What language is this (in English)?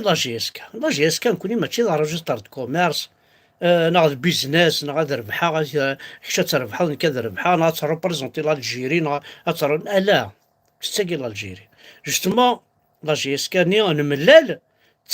Kabyle